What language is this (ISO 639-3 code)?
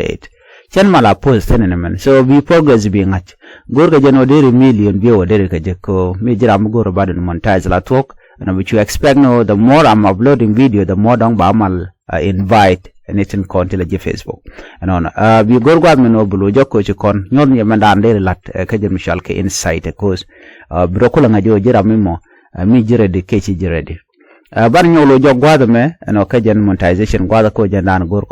nus